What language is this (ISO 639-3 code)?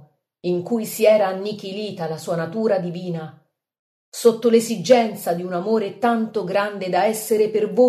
ita